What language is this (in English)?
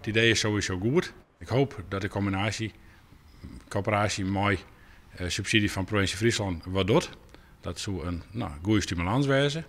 Western Frisian